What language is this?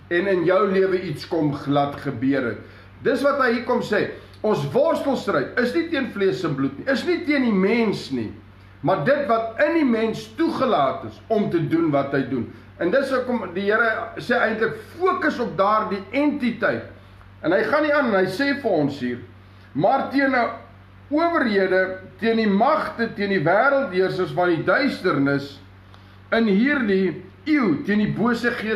Afrikaans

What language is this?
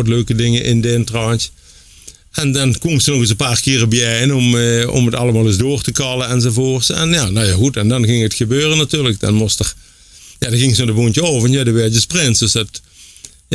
Limburgish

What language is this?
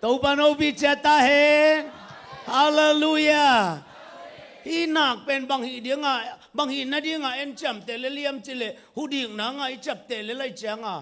Tedim Chin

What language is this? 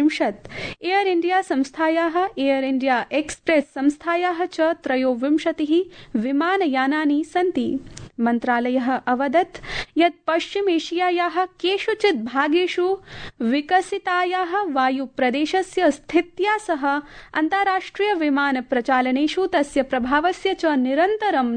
Sanskrit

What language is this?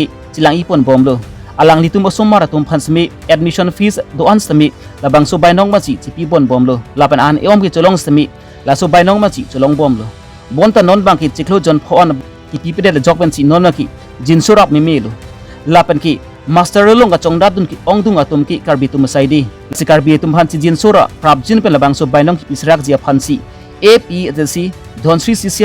Karbi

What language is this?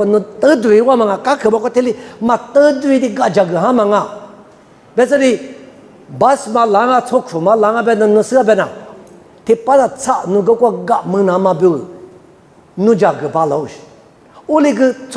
Lisu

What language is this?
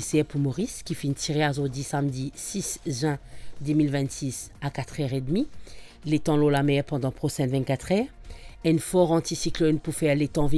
Morisyen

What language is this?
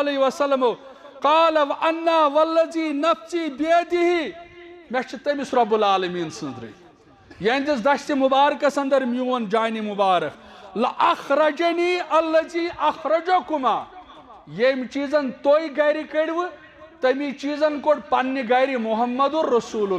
Kashmiri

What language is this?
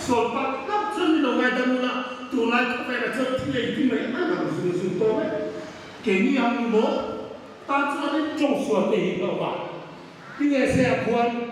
Hmar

